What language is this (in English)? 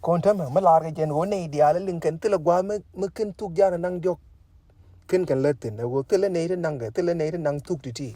Nuer